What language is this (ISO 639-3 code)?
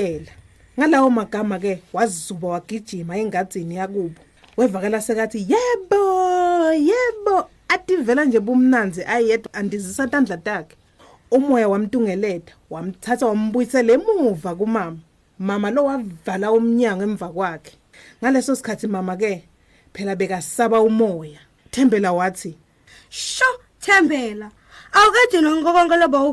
ssw